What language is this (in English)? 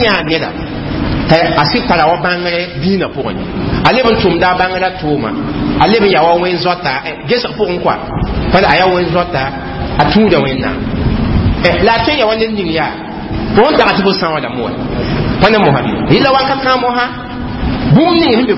Mossi